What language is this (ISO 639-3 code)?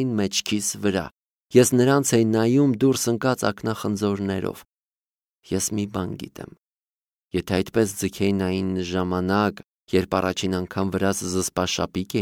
hye